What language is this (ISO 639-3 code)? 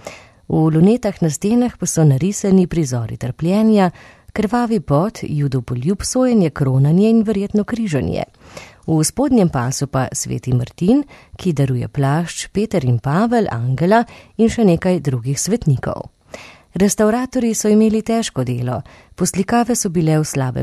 slv